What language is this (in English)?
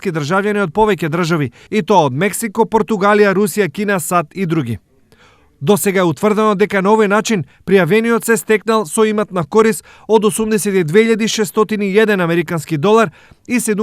Macedonian